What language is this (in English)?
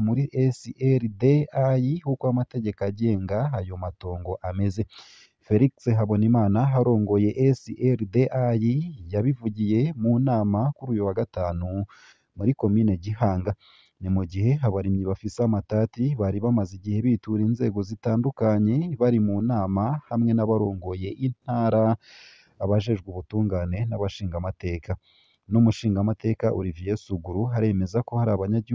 Rundi